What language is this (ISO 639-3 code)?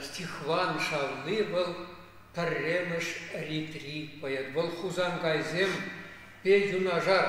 chv